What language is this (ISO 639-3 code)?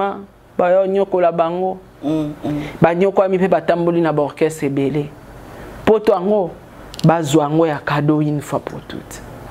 lin